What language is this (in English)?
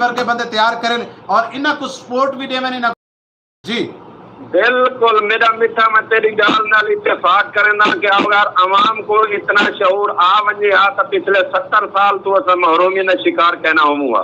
Saraiki